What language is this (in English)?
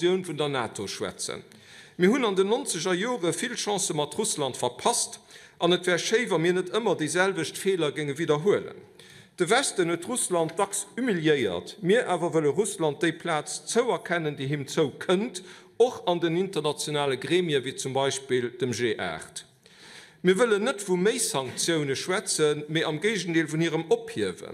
Luxembourgish